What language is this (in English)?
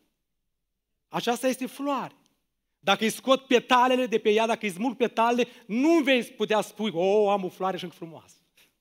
Romanian